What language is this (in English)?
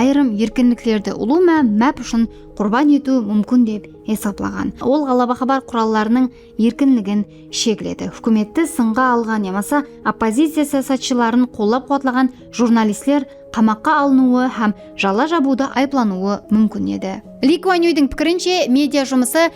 Kara-Kalpak